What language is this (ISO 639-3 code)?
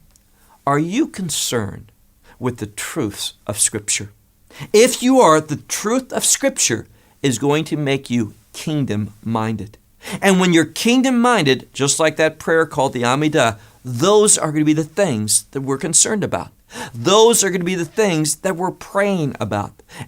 eng